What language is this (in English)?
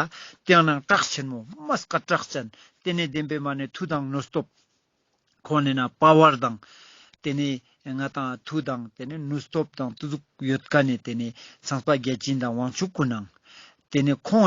Ladakhi